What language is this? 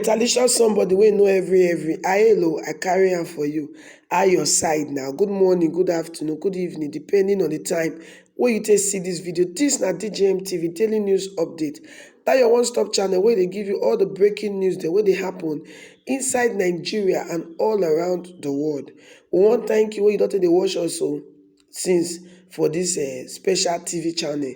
Nigerian Pidgin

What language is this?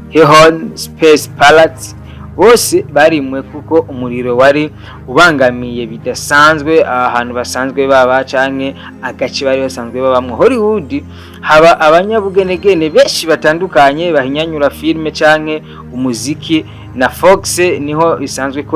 Rundi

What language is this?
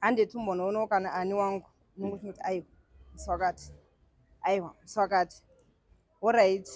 Shona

